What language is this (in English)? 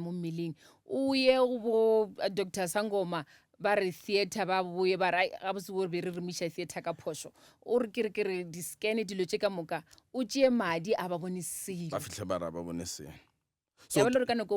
Northern Sotho